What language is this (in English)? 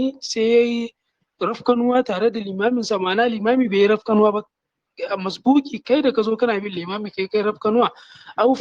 Hausa